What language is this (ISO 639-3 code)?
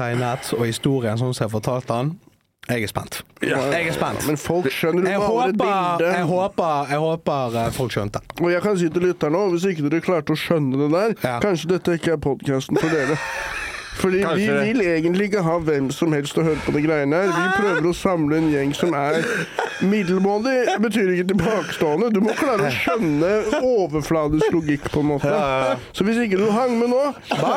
nor